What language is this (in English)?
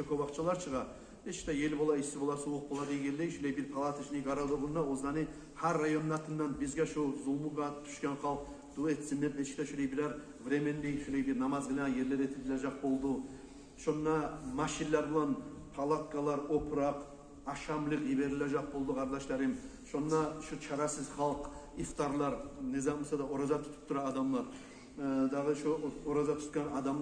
Kumyk